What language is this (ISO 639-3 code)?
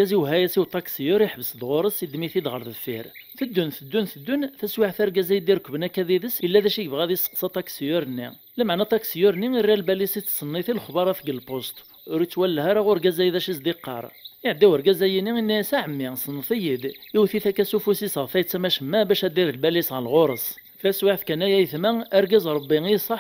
kab